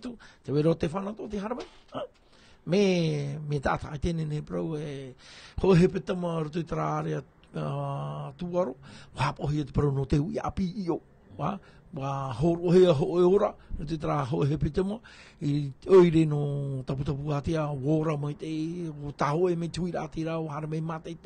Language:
Tahitian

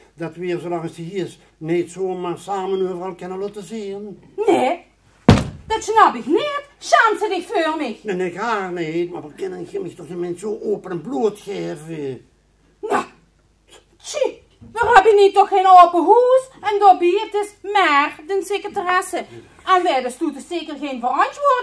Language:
Limburgish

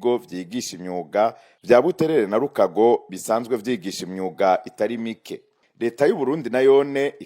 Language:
Rundi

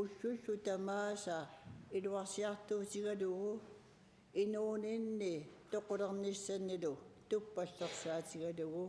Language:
Kalaallisut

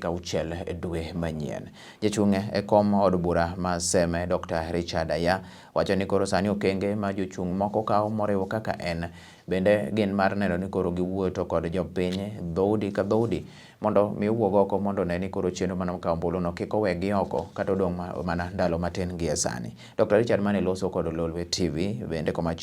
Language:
Luo (Kenya and Tanzania)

